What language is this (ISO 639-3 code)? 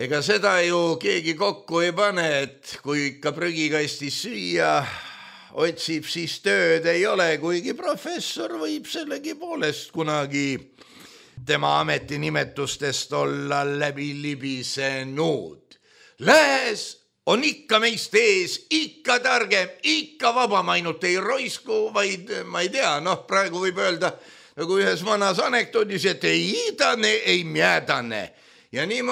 est